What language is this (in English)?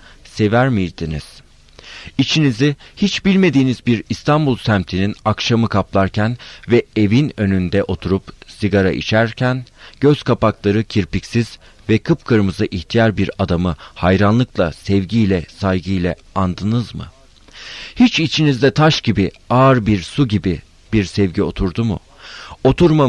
Turkish